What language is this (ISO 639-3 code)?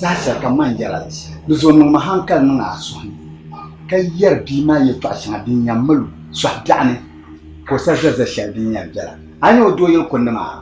dag